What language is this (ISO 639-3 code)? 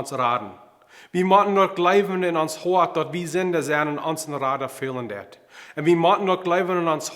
pdt